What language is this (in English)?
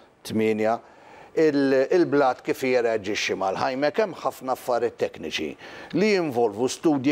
Maltese